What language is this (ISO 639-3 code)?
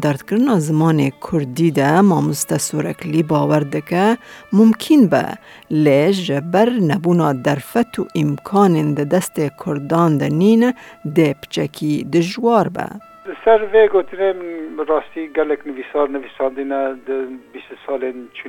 kur